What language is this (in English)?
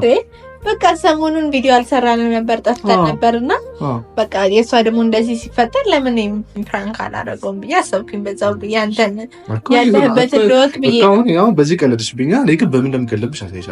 Amharic